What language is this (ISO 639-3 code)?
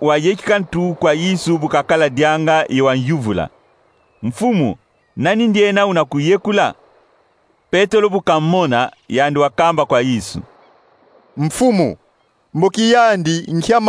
kon